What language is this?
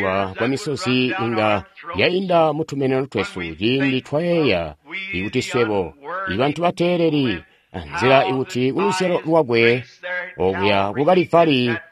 Tonga (Zambia)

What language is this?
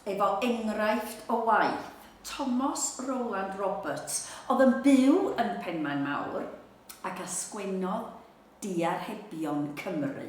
Welsh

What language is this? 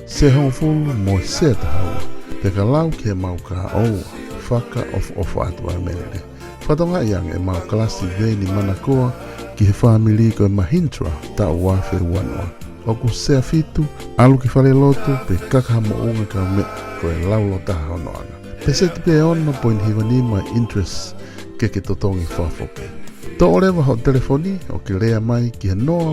Tongan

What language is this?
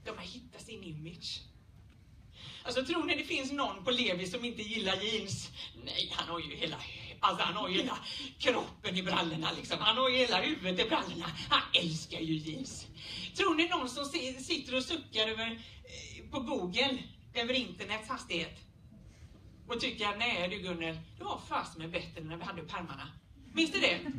Swedish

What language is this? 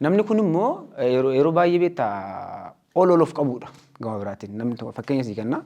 Oromo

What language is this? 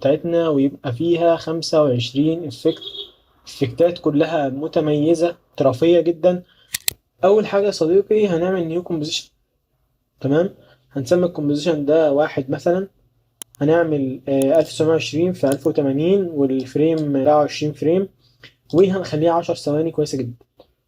Egyptian Arabic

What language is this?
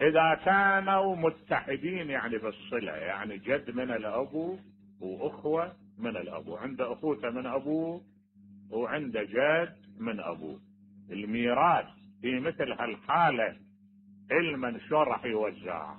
Mesopotamian Arabic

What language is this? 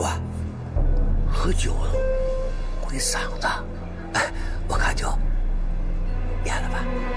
Chinese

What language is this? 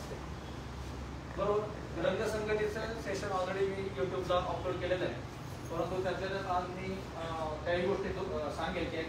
Marathi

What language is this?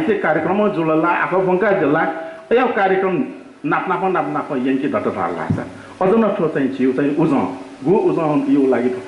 Newari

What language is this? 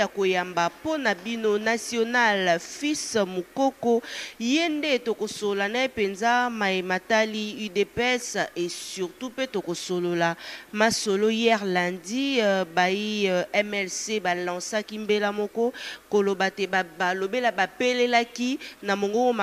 Lingala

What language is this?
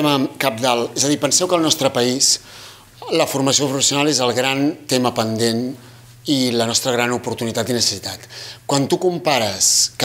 Catalan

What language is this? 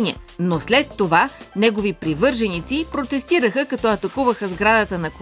Bulgarian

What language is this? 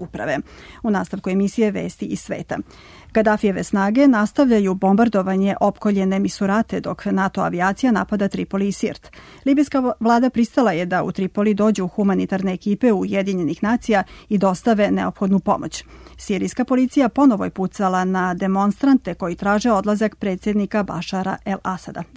Serbian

